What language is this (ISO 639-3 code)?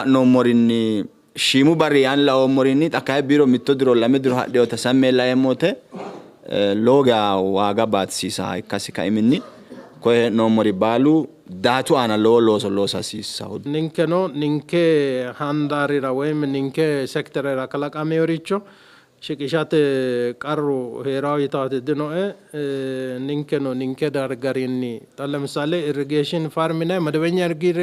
sid